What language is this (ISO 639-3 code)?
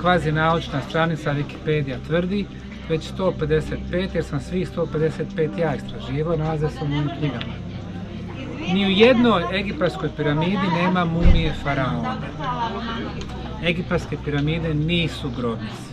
hrv